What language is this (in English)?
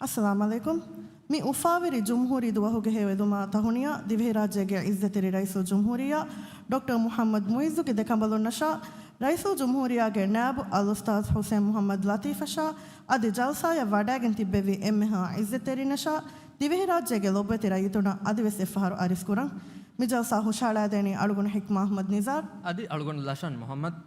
Divehi